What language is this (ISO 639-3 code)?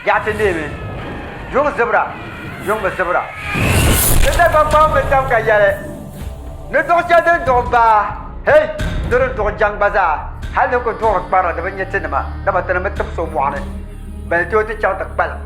dag